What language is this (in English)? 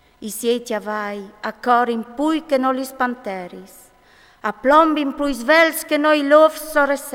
Friulian